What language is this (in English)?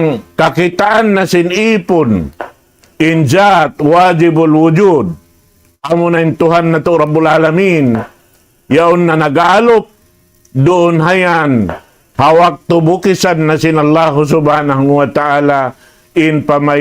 Tausug